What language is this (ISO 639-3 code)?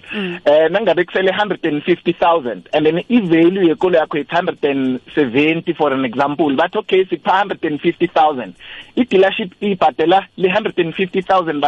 nbl